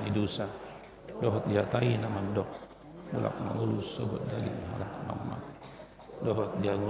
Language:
Batak Toba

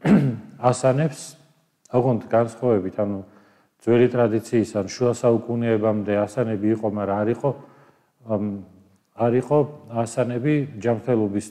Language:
Georgian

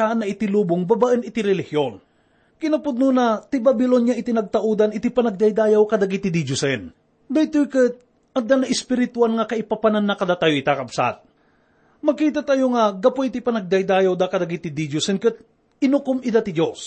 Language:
Iloko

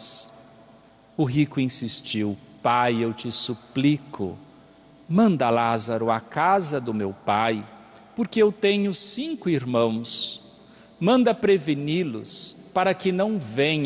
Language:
Portuguese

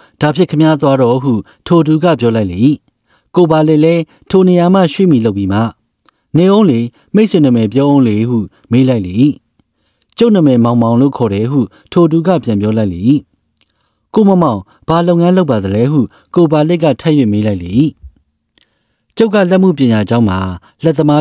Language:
Burmese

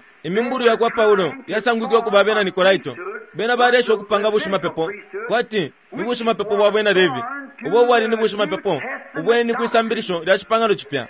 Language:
Bemba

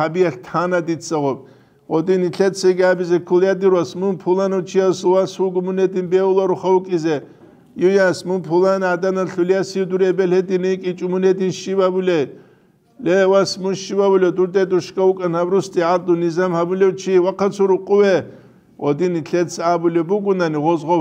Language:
Avaric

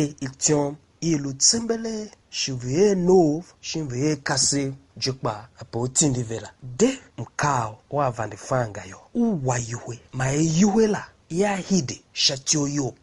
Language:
Tiv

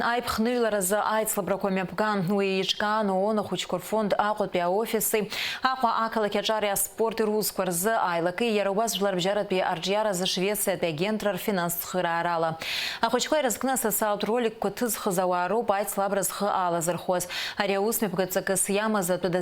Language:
Abkhazian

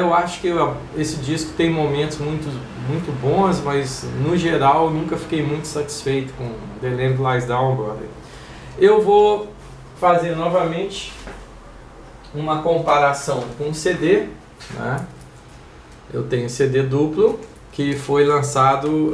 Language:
Portuguese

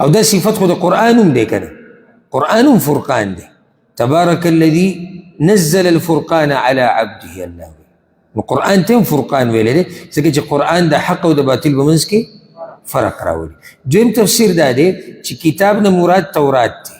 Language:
Pashto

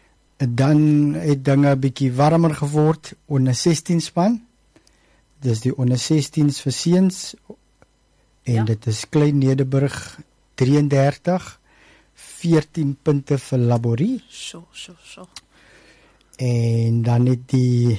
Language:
Afrikaans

